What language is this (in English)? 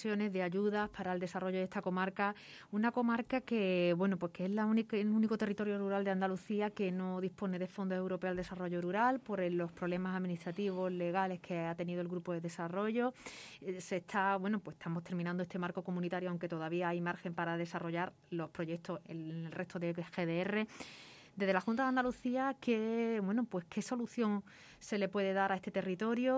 Spanish